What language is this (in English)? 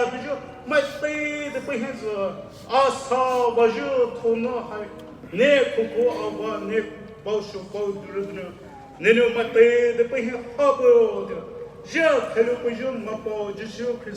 Poumei Naga